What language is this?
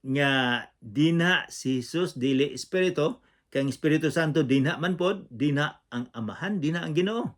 Cebuano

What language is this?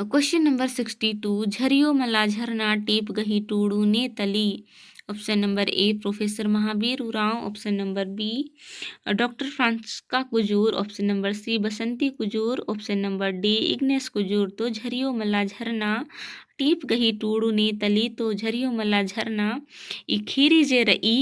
Kurukh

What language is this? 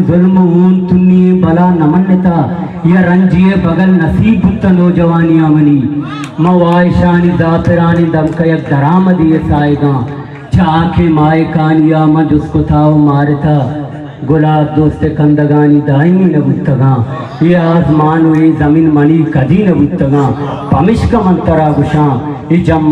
Eastern Balochi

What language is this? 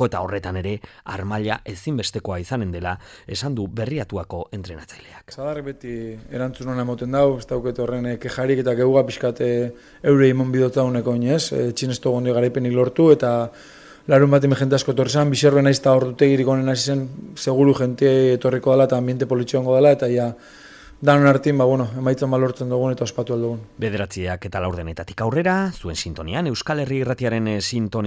Basque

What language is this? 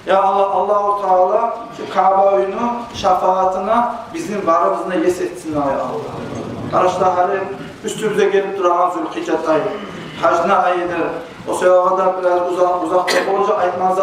Kumyk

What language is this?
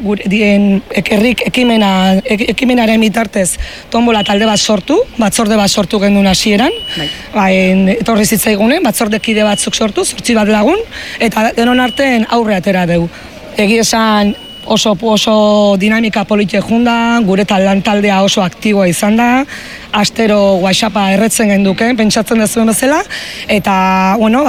Basque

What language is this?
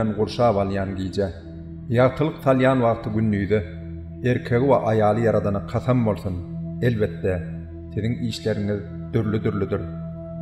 Turkmen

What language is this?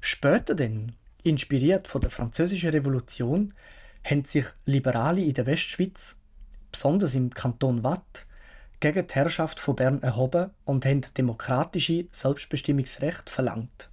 Swiss German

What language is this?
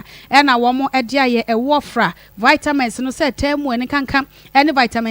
Akan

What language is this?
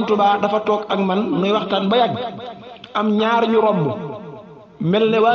Wolof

